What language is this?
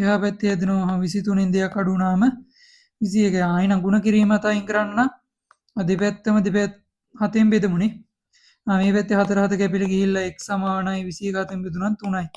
Sinhala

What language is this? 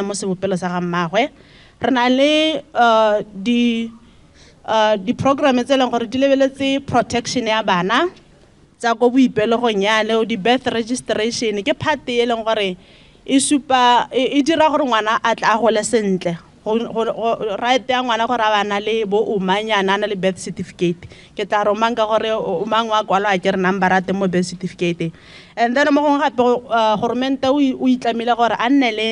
Tswana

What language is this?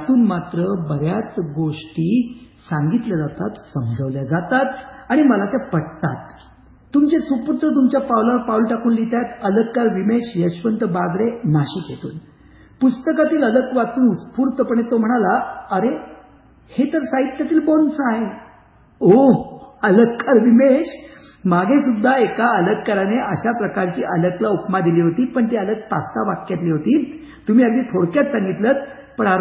Marathi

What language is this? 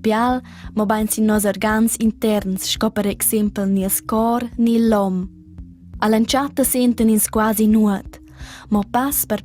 Romansh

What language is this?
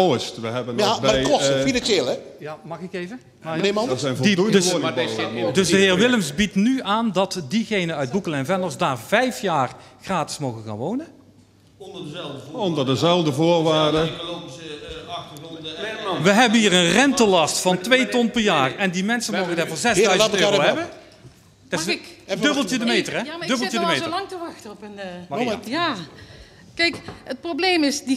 Dutch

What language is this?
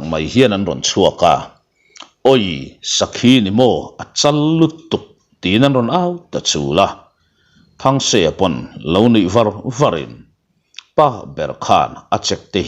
Mizo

